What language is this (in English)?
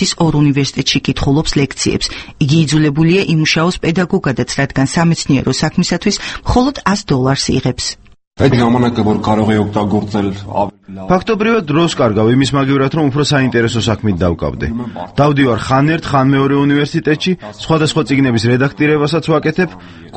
Georgian